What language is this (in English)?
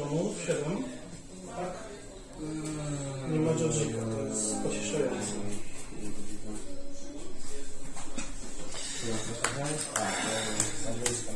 Polish